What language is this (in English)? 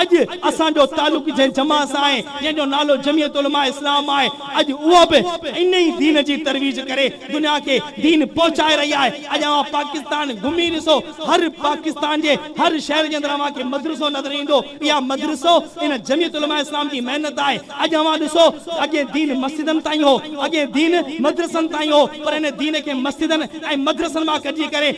Sindhi